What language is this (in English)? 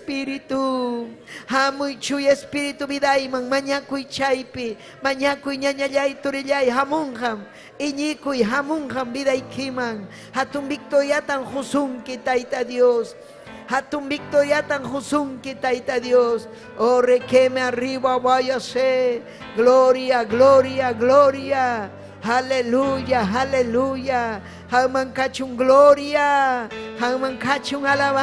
Ayacucho Quechua